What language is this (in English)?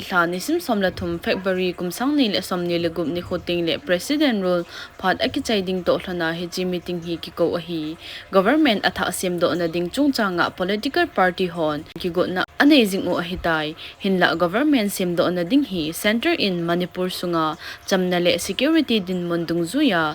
Thado Chin